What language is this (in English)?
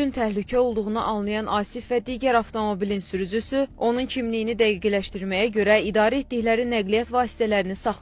Azerbaijani